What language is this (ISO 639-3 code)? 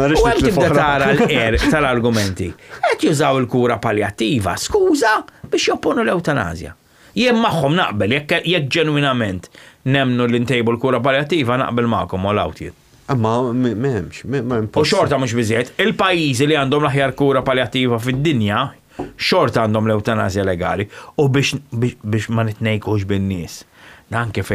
mlt